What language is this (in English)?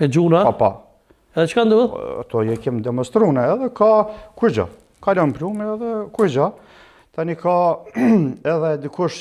Albanian